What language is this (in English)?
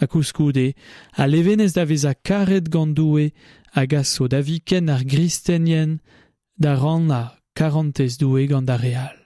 Breton